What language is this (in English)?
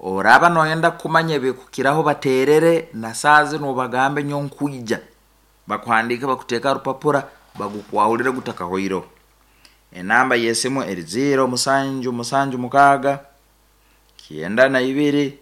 Nyankole